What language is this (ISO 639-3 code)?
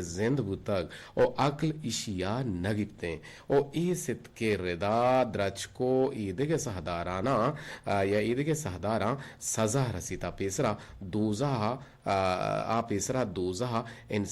bgp